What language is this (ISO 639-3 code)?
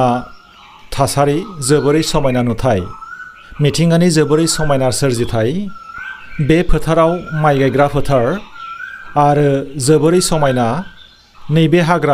brx